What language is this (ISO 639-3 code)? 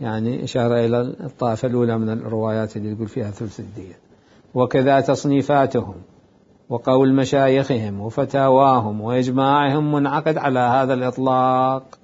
acm